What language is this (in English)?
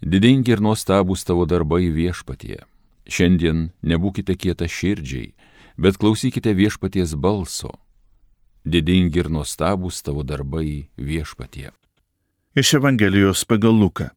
Lithuanian